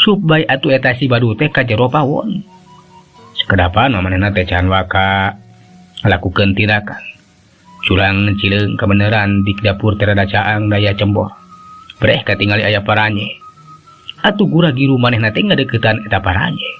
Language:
Sundanese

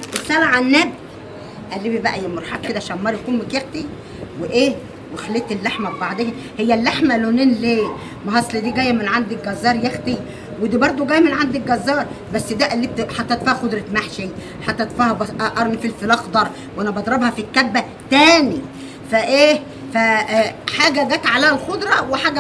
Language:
Egyptian Arabic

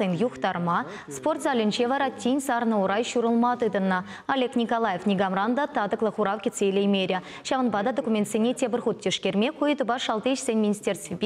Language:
Chuvash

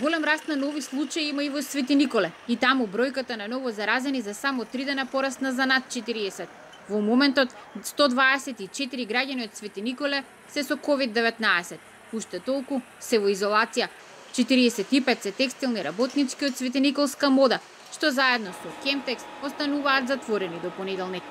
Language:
Macedonian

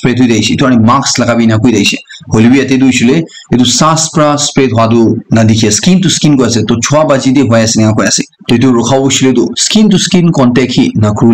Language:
Naga Pidgin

